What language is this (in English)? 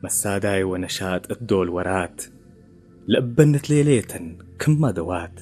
Tigre